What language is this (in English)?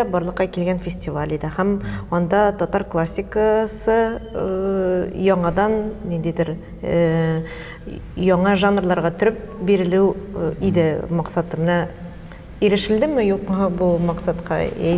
Tatar